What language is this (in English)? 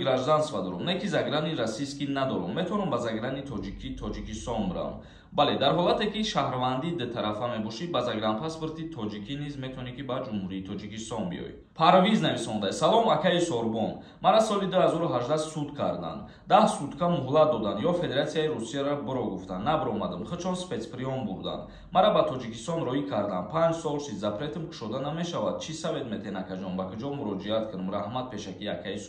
Tajik